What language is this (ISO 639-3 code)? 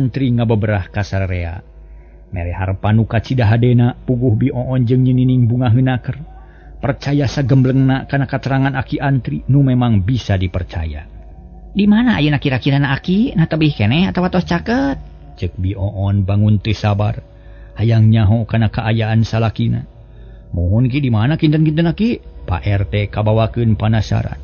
sun